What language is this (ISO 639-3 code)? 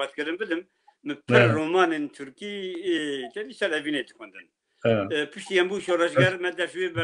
kur